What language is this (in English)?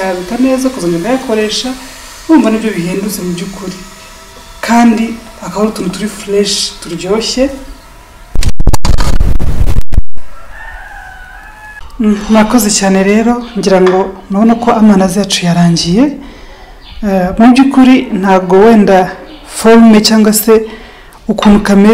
Kinyarwanda